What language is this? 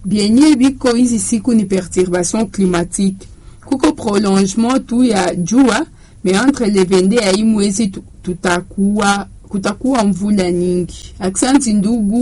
Swahili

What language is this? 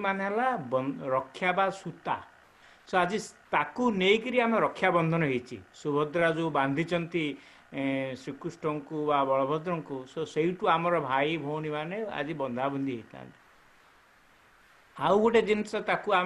Odia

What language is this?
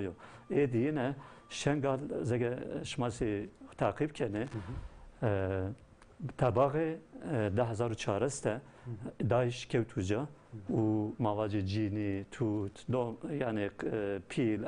Zaza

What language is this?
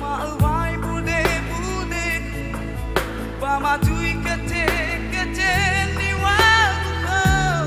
Nias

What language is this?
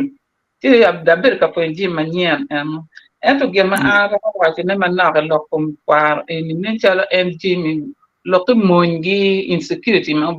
Acoli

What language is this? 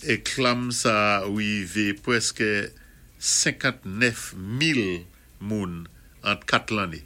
Saint Lucian Creole French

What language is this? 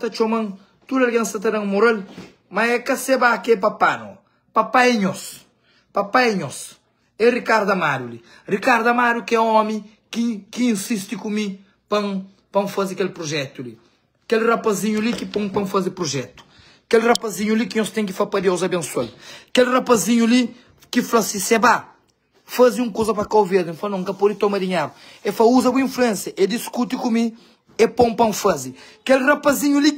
Kabuverdianu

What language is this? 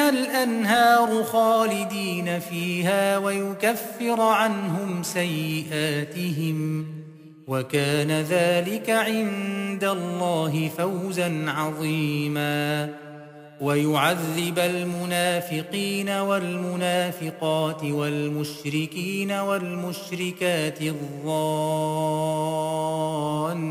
Arabic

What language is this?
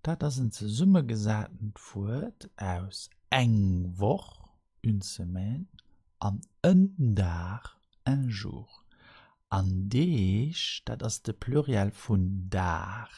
Luxembourgish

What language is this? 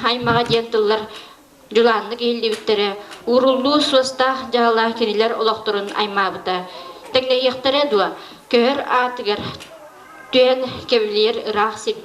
Yakut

